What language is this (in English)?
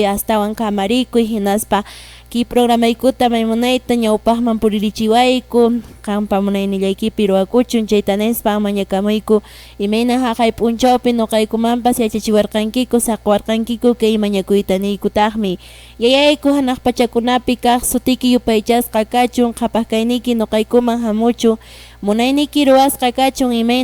Quechua